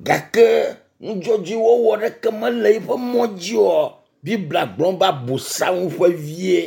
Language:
Ewe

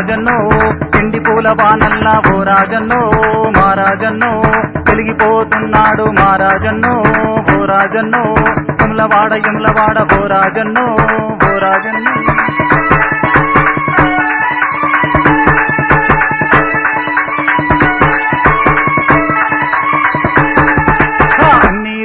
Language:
Telugu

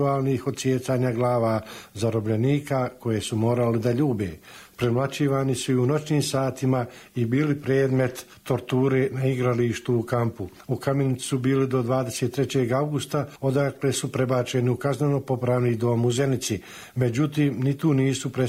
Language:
Croatian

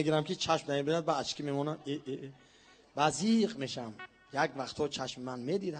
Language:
Tajik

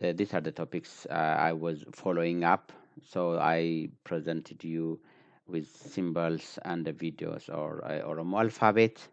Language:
English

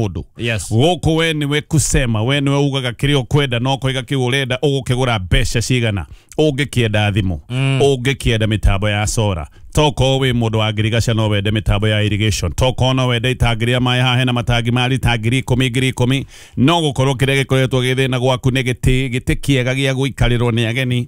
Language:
Kikuyu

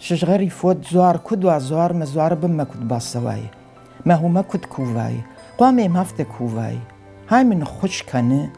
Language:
Ossetic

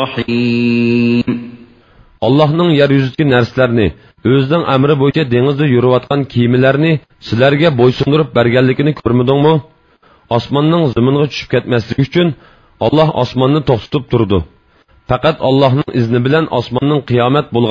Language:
Uyghur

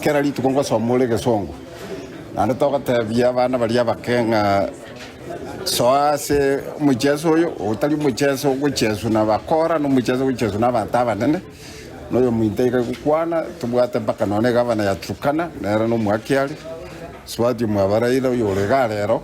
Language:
Gusii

